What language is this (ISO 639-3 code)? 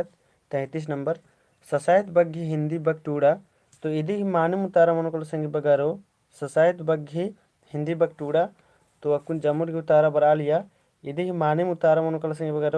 kru